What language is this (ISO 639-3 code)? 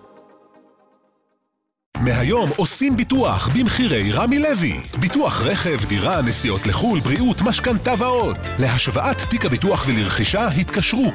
heb